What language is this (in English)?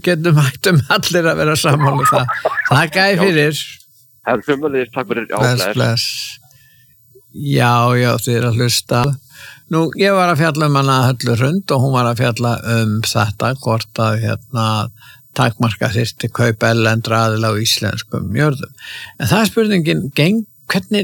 Icelandic